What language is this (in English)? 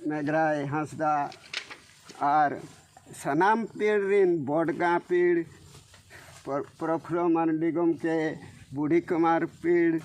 Santali